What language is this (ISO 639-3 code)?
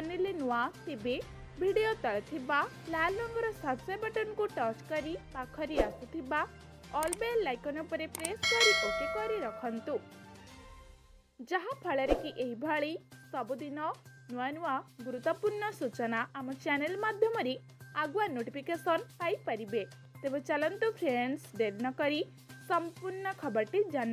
ori